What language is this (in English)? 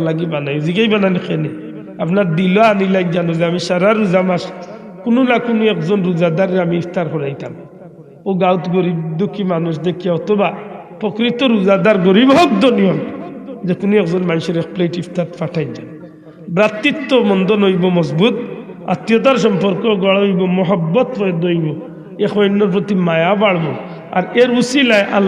Sylheti